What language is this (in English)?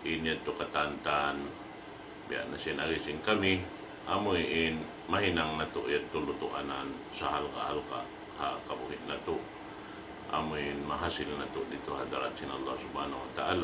Tausug